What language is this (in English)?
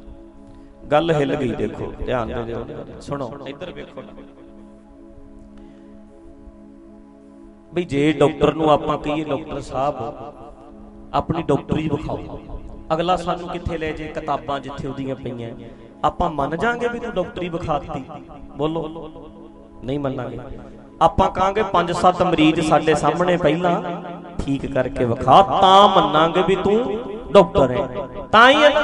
Punjabi